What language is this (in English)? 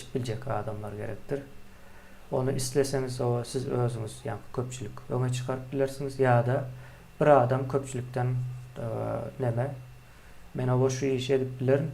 Turkmen